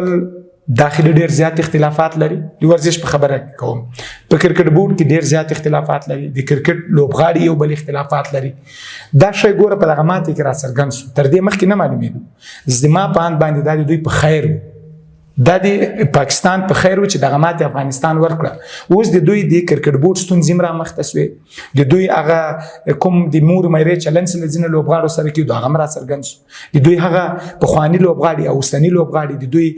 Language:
Pashto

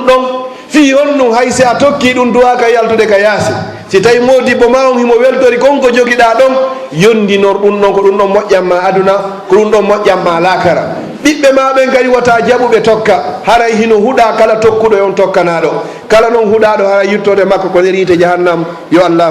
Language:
Fula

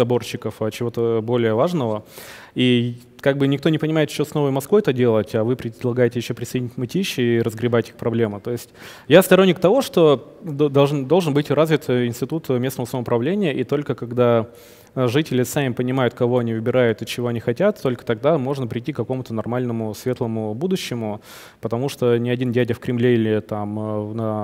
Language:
Russian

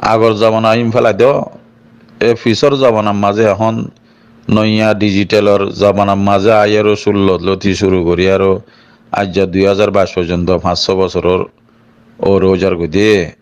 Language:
Rohingya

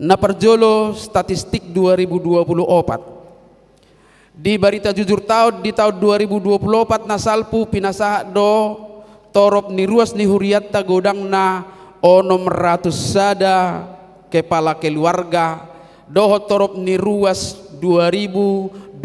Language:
Batak Toba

